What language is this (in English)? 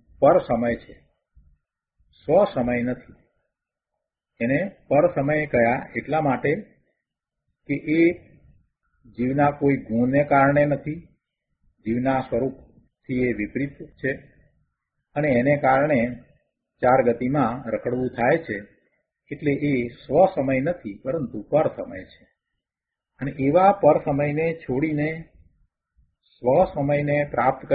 Gujarati